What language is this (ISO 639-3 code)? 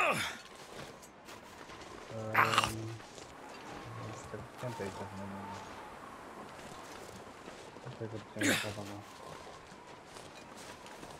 ron